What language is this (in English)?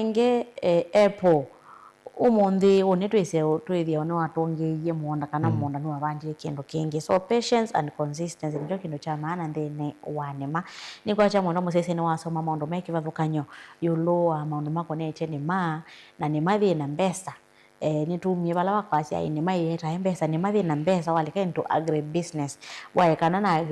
Kamba